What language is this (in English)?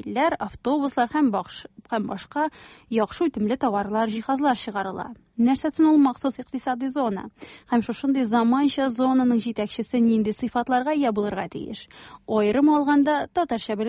Tatar